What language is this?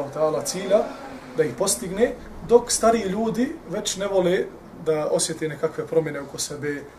Bosnian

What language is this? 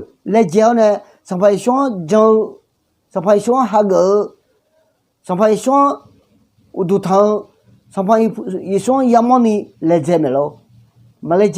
Akha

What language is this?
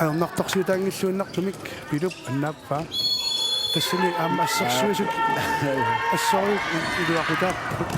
Kalaallisut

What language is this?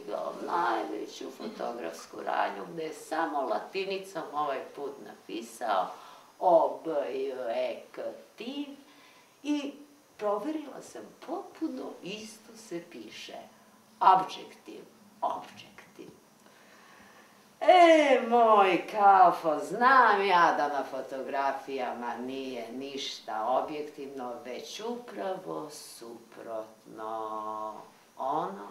Serbian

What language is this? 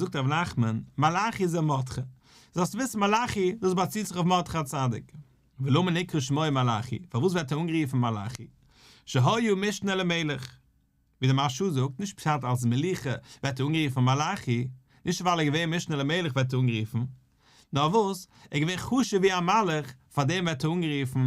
Yiddish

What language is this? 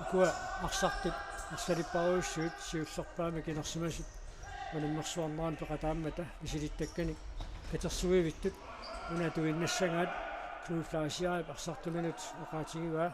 Kalaallisut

